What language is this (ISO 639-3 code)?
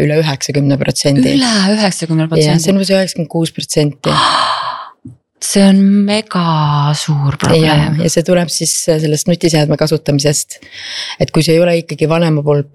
est